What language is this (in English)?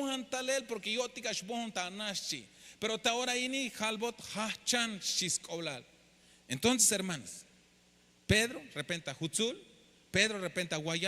Tzeltal